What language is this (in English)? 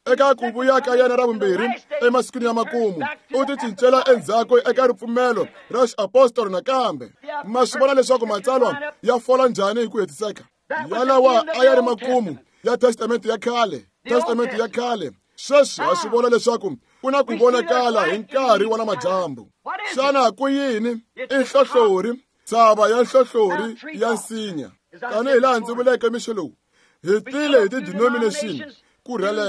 Tsonga